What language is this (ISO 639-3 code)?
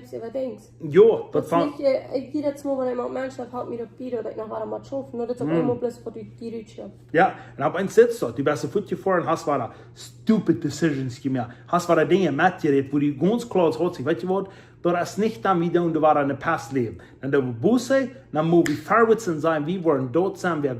pdt